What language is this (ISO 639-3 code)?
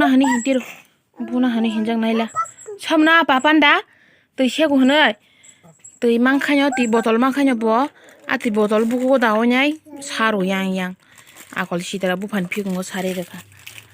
trp